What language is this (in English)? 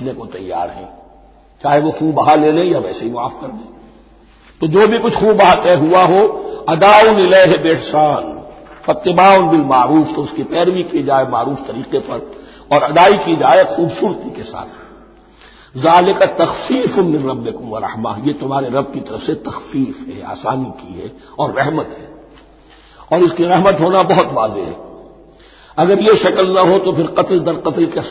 Urdu